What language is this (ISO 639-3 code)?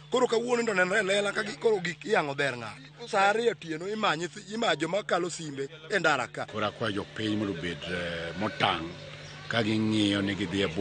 luo